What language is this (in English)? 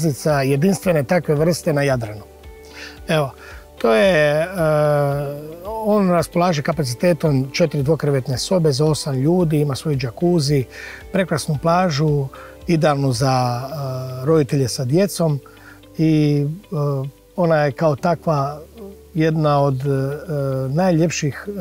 Croatian